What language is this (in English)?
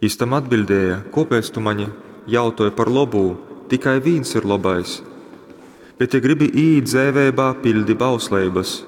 Latgalian